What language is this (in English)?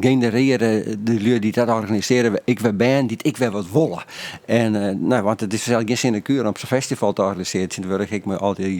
Western Frisian